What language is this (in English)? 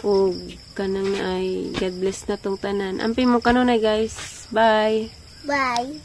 Cebuano